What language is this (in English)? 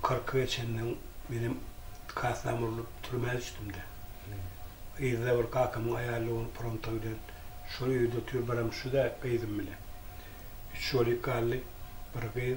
Turkmen